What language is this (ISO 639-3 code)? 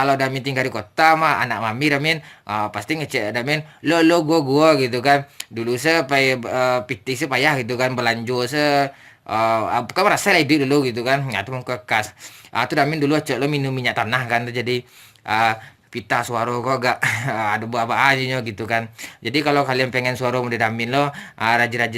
min